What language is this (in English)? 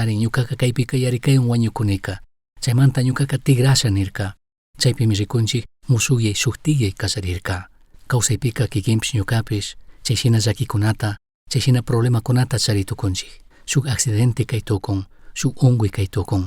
Chimborazo Highland Quichua